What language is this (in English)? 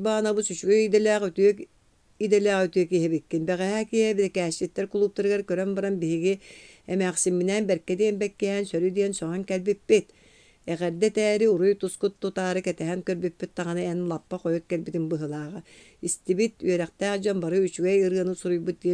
Yakut